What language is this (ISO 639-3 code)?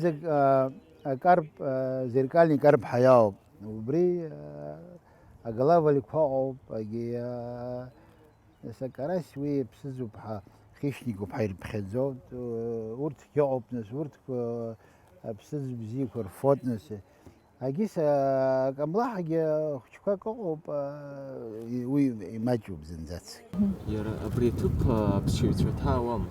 abk